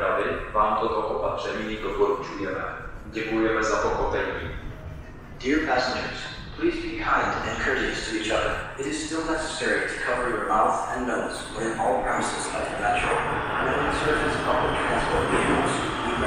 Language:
Czech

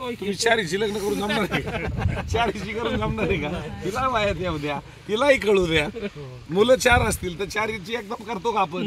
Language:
Marathi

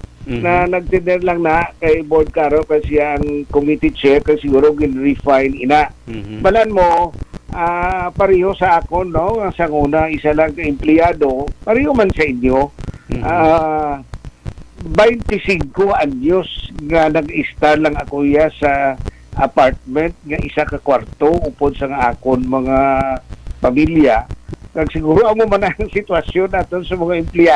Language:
Hiligaynon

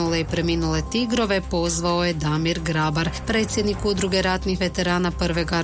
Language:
Croatian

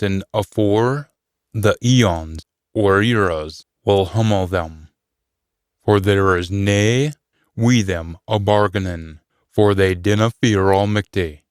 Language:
Scots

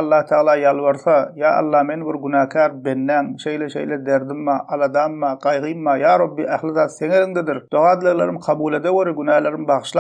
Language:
Turkmen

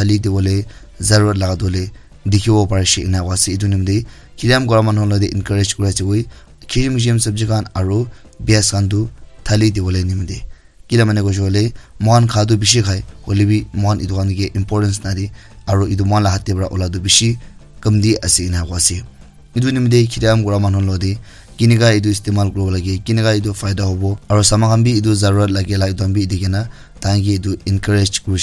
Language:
Naga Pidgin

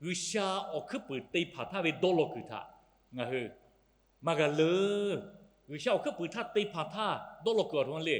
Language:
Lahu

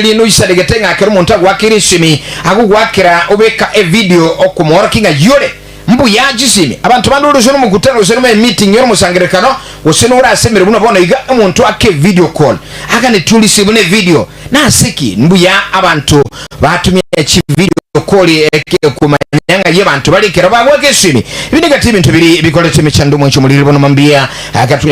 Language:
Gusii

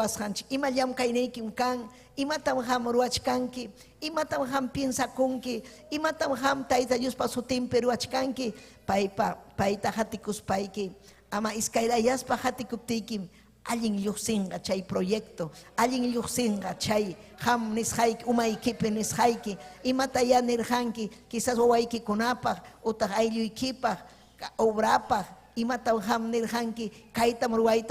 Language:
Ayacucho Quechua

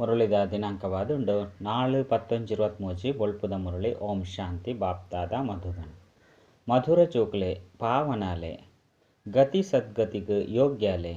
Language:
Tulu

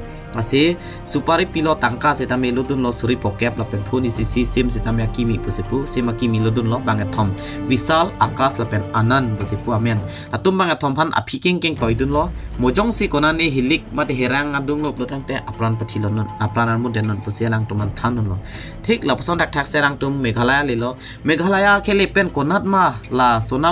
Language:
Karbi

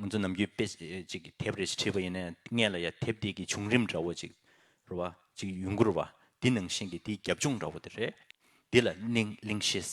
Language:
Tibetan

